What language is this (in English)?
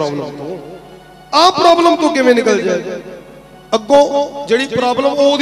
Punjabi